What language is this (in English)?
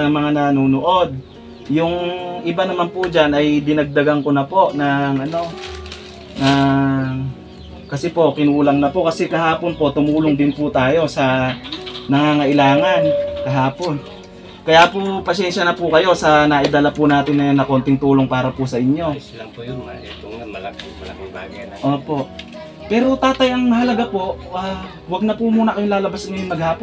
Filipino